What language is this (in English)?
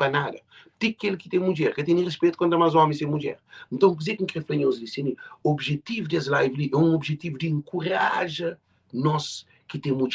Kabuverdianu